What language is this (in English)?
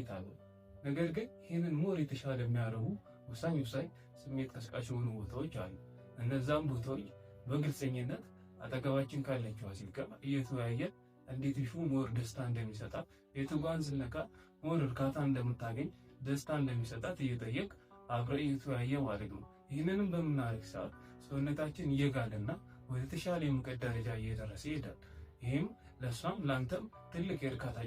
Amharic